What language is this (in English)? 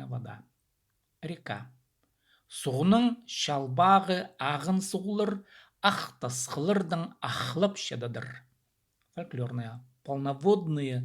Khakas